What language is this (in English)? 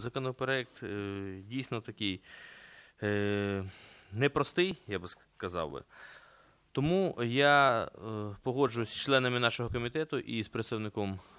Ukrainian